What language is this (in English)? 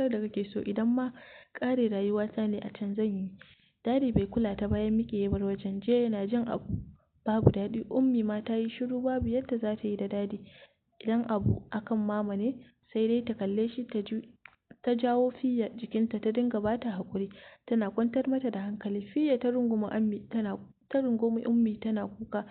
Hausa